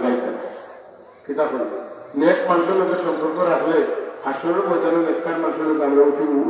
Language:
Sylheti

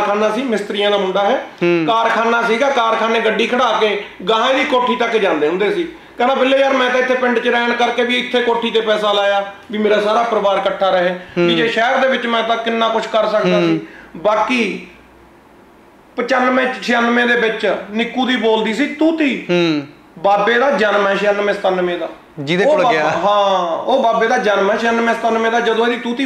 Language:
Punjabi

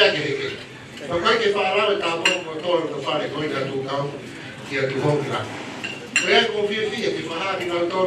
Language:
Tongan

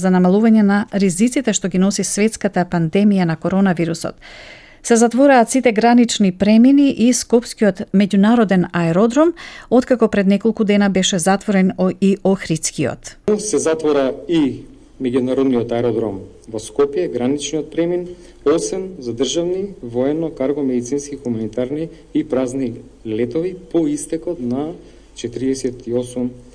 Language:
Macedonian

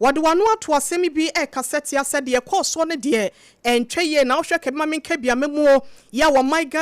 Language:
Akan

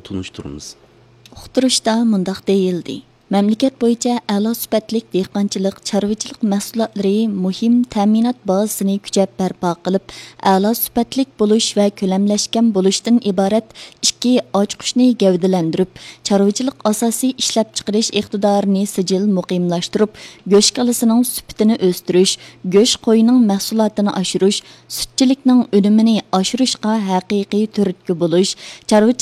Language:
Uyghur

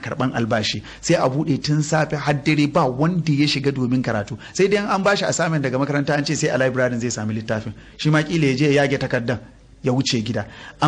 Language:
Hausa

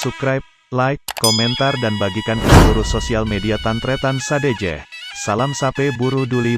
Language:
Madurese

